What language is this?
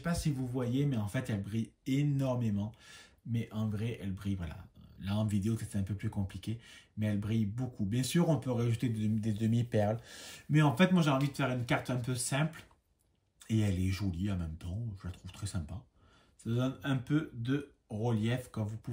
French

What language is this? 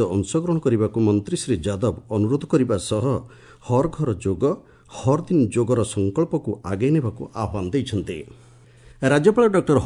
Odia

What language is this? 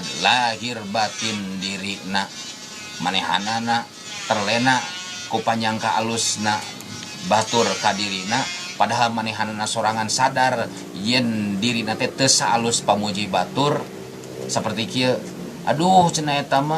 Sundanese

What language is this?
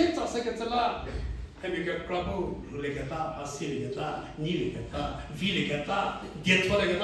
Angami Naga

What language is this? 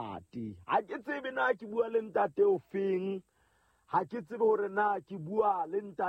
Southern Sotho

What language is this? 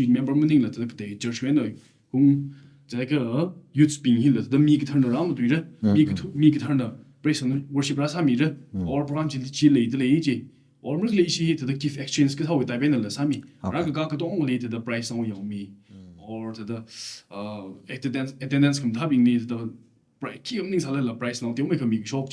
Tangkhul Naga (India)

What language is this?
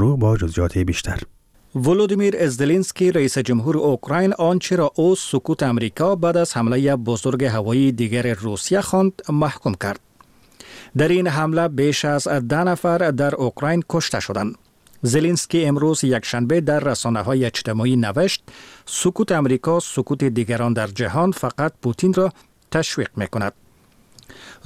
Persian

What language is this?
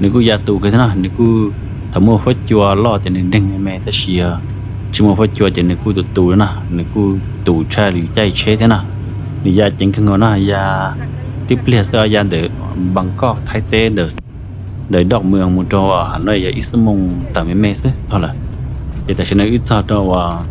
Hmong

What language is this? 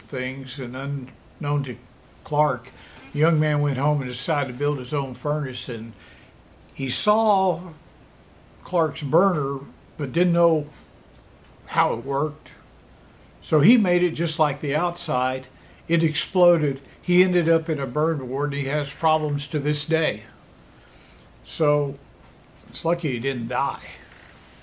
English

